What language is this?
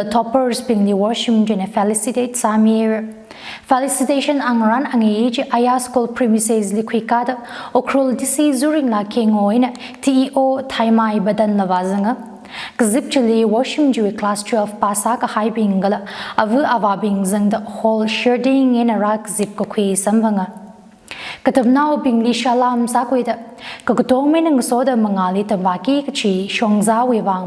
Tangkhul Naga (India)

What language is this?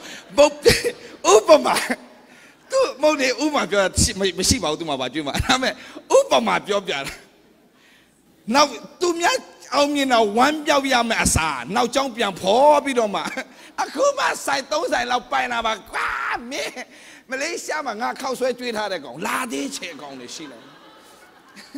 Burmese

